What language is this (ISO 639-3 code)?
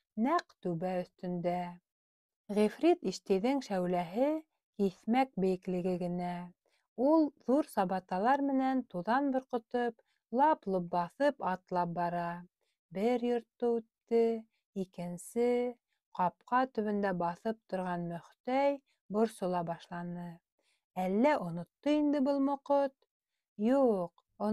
bak